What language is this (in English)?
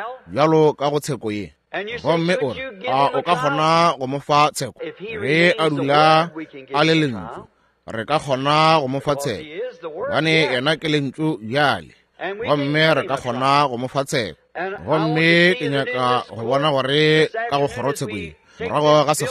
Northern Sotho